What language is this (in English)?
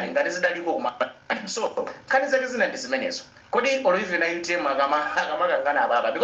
Nyanja